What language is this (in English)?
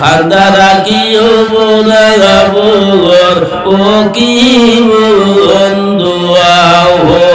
Sylheti